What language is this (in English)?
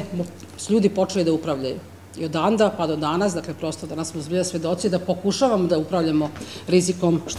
Serbian